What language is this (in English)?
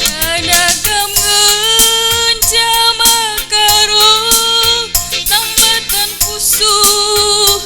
Batak Karo